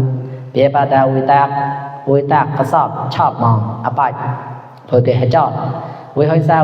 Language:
Mon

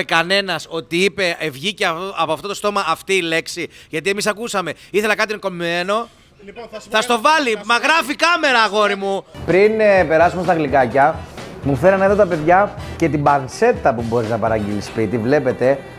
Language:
Greek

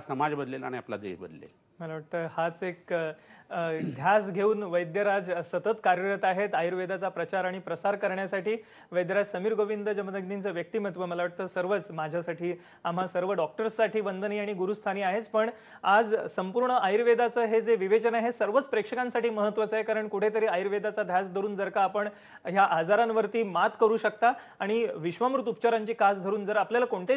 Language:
Marathi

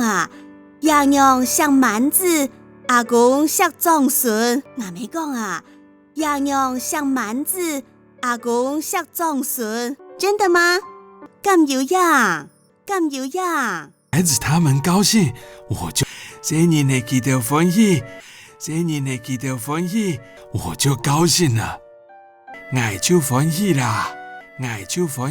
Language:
Hakka Chinese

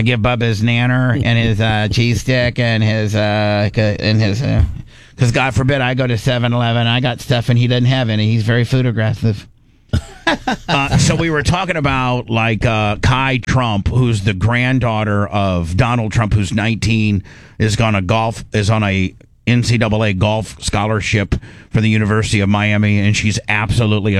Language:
English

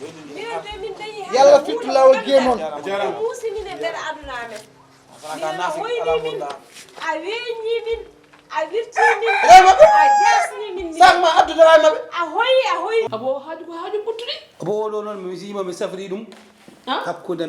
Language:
Fula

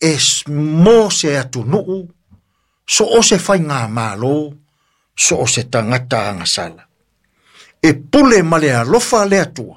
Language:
Samoan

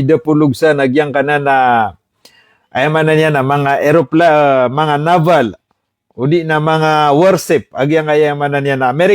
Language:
Maranao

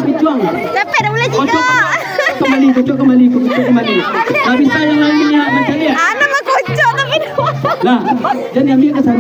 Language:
Minangkabau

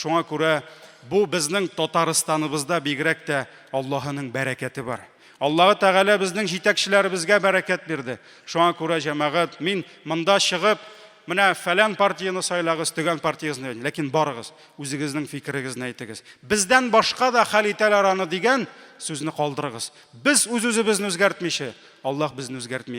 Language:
Tatar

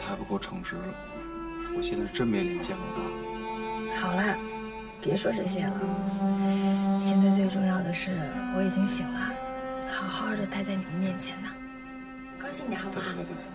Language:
Chinese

